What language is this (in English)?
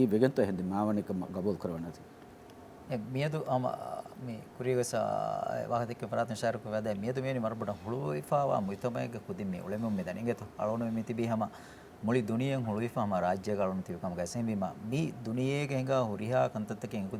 Divehi